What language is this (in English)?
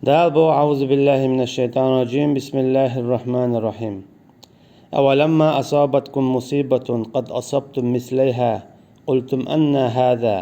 Chechen